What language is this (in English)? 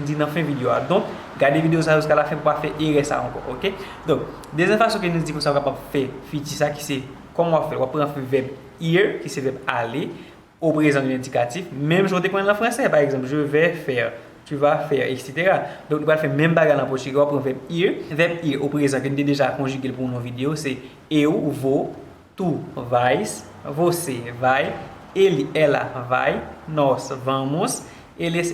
Haitian Creole